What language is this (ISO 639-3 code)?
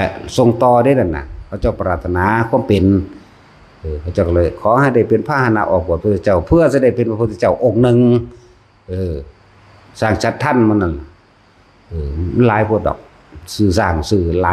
tts